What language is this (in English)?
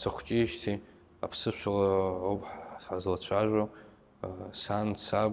Abkhazian